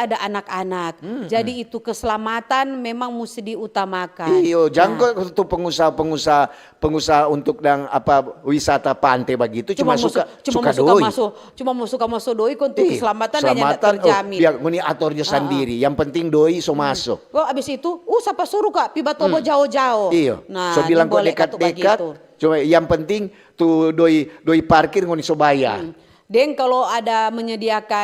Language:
Manado Malay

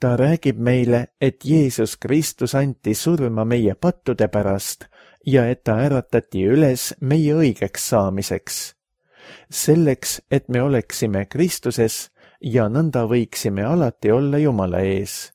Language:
Estonian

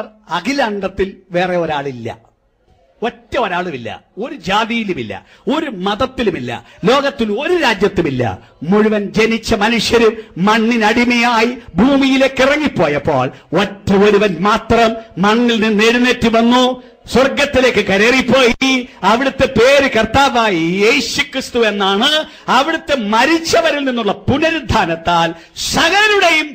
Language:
Malayalam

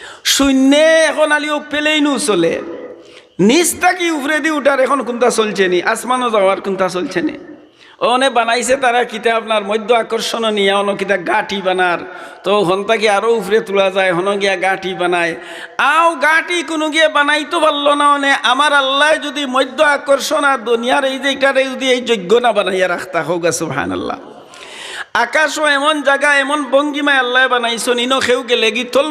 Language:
Sylheti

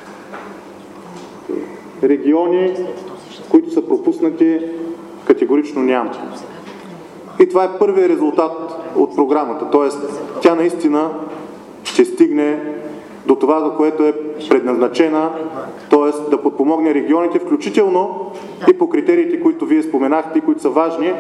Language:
Bulgarian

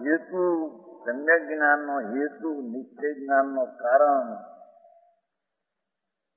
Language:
Gujarati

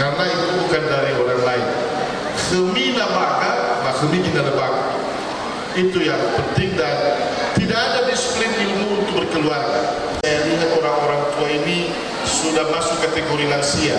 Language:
Nias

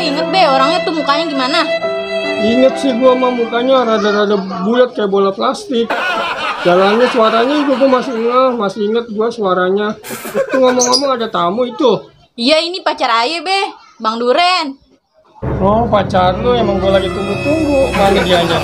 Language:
Betawi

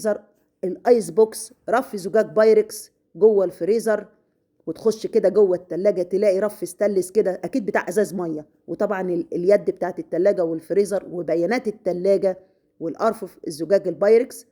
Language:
Egyptian Arabic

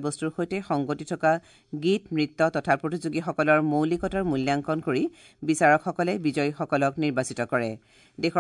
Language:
Assamese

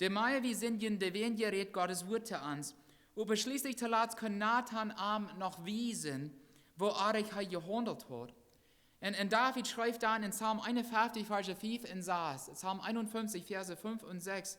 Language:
Plautdietsch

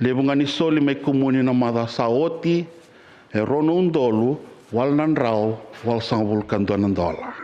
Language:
Fijian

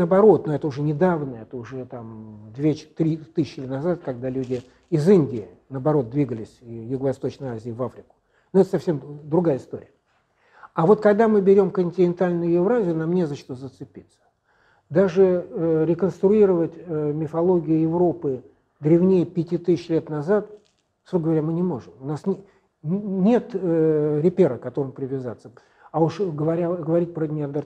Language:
Russian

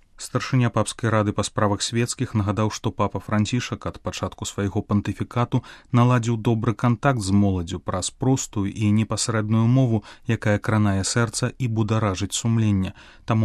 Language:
Belarusian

